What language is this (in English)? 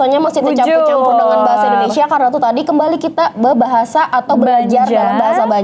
Banjar